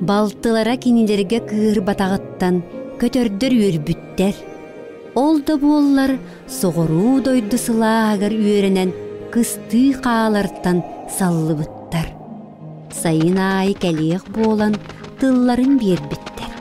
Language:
Yakut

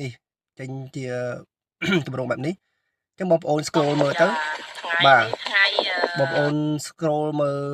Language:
Khmer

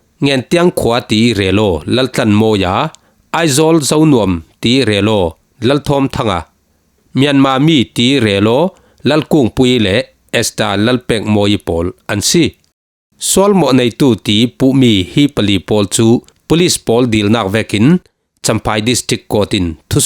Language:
Falam Chin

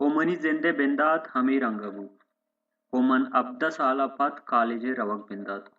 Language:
Baluchi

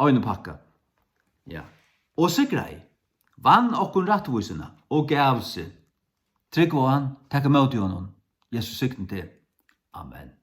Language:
Faroese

